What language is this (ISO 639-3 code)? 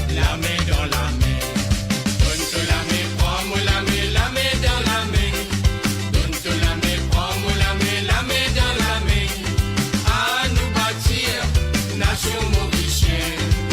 mfe